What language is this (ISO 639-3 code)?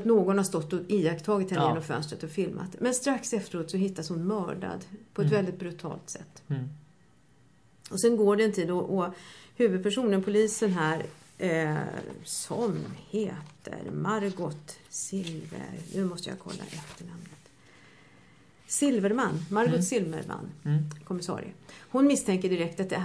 swe